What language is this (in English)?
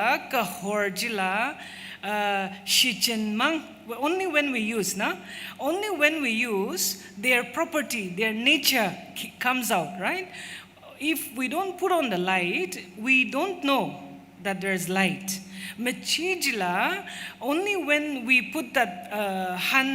Tangkhul Naga (India)